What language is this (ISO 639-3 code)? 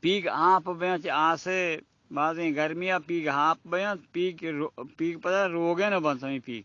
bal